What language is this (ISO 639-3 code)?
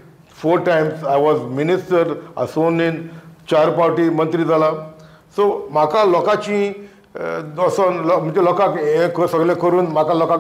kok